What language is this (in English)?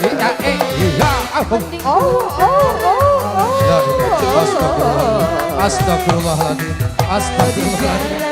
Sundanese